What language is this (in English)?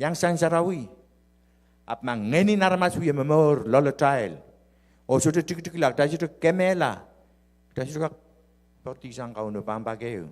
Pohnpeian